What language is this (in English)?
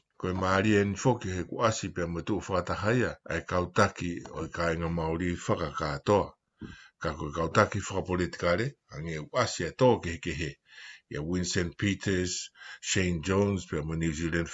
Tongan